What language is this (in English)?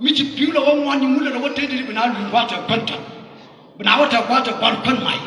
Nuer